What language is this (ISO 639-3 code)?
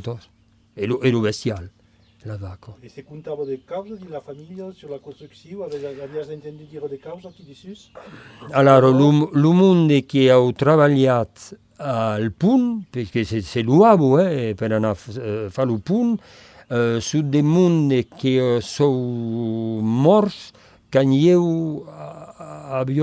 oci